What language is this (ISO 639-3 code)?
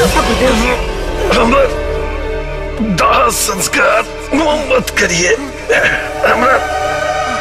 bho